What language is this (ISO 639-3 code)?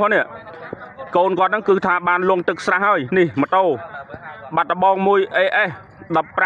khm